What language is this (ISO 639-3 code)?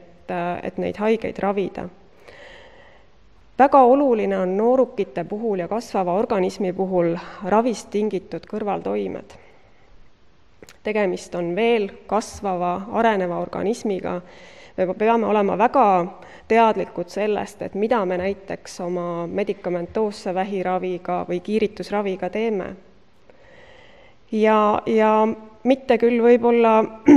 est